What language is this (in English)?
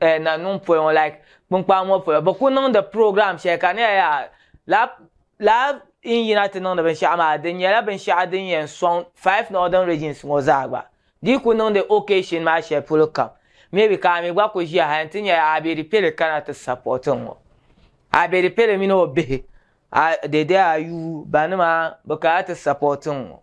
Dagbani